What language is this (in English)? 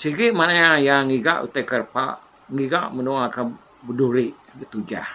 Iban